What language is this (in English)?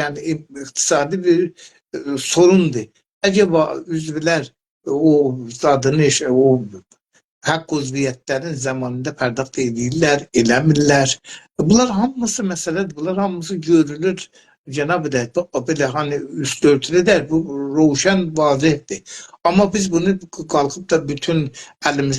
South Azerbaijani